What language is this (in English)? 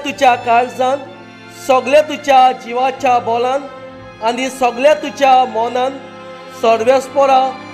Konkani